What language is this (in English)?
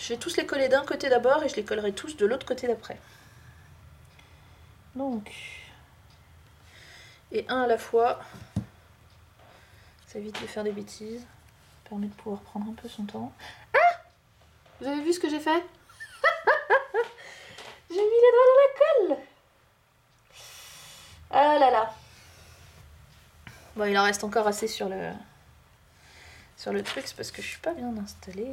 French